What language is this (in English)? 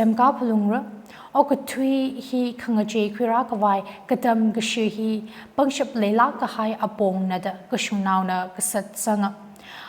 Tangkhul Naga (India)